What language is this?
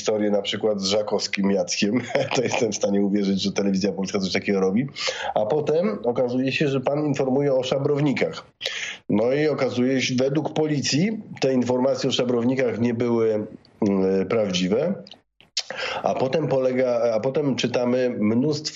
Polish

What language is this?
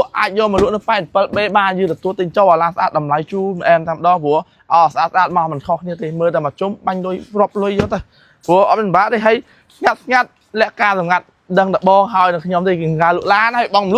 Khmer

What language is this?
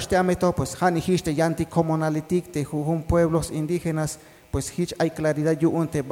Tzeltal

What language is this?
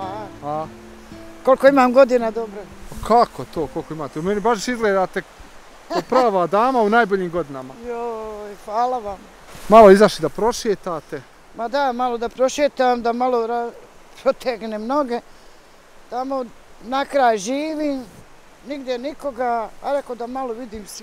Bosnian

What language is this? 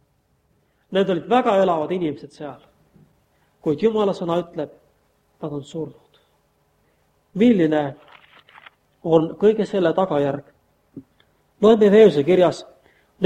Estonian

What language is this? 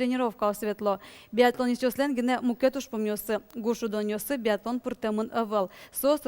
Udmurt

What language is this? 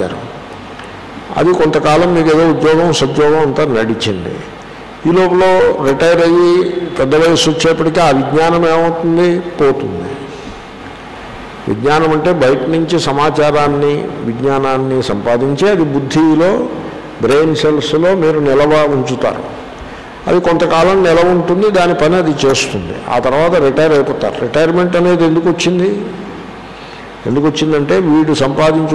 Telugu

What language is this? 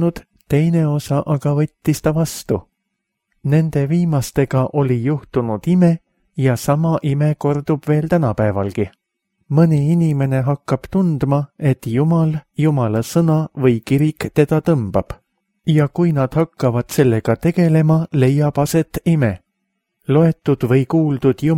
Estonian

